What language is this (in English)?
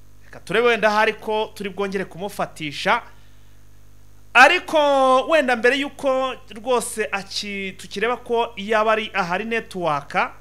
Kinyarwanda